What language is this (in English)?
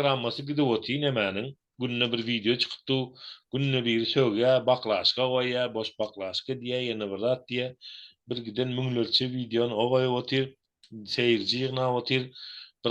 Turkmen